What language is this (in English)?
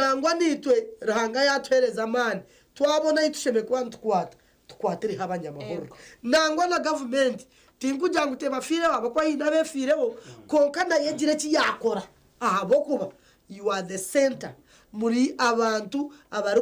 Nyankole